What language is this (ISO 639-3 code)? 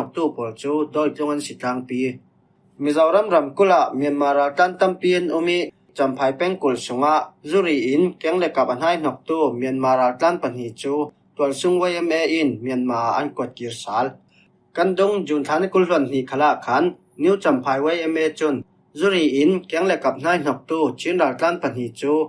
cfm